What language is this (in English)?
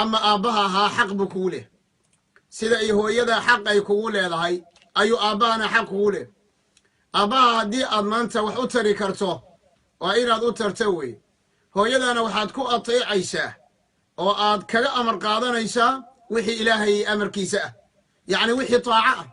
Somali